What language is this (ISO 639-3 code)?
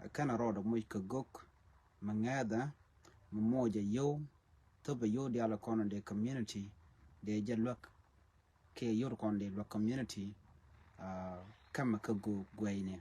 nus